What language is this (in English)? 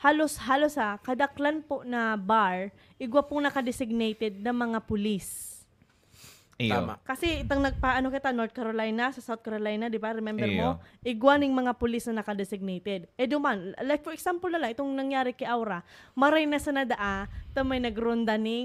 Bikol